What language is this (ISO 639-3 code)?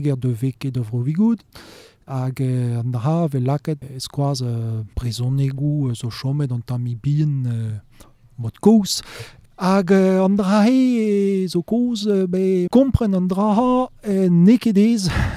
bre